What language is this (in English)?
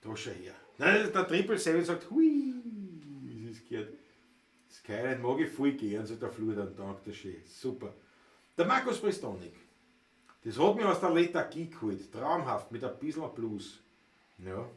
Bavarian